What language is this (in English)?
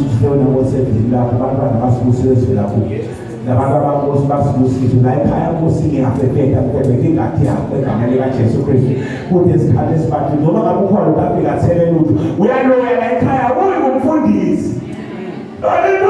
Zulu